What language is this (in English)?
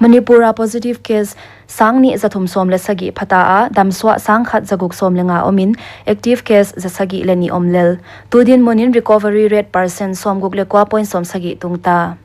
Paite Chin